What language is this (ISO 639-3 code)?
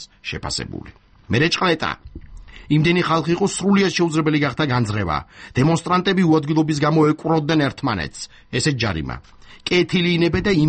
kat